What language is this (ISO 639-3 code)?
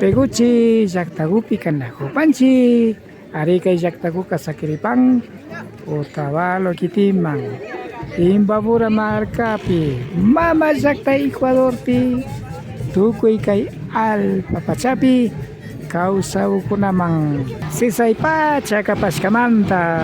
qvi